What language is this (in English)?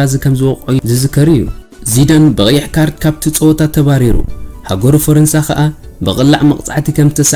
Tigrinya